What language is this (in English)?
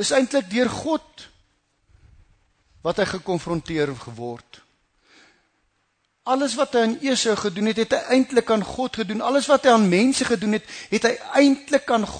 Afrikaans